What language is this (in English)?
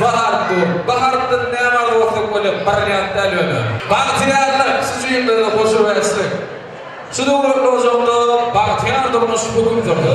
Turkmen